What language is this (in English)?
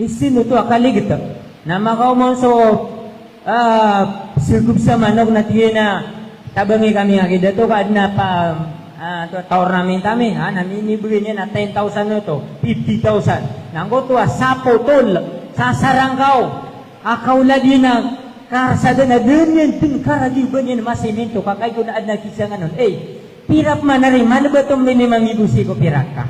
Maranao